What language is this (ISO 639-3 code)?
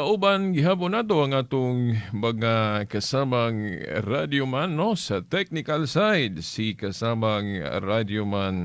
ceb